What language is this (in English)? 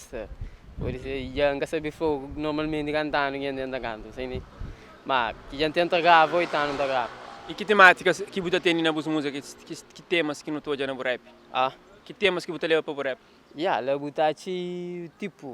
Kabuverdianu